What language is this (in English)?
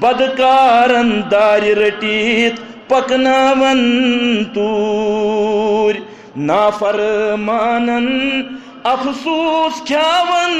Kashmiri